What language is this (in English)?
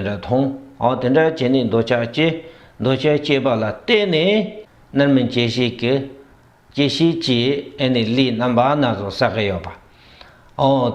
Tibetan